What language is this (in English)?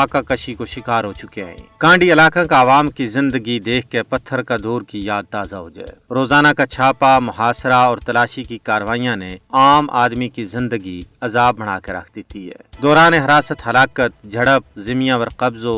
Gujari